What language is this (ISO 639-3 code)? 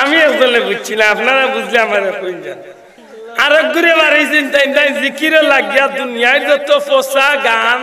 syl